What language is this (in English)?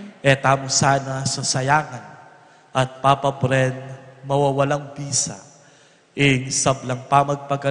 Pampanga